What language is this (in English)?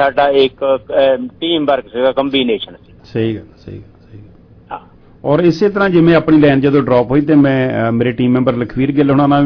Punjabi